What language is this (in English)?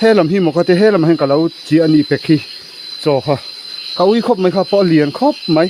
Mizo